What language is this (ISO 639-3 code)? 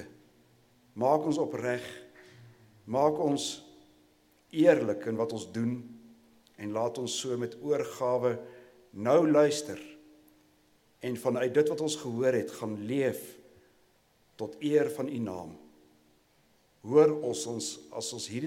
afr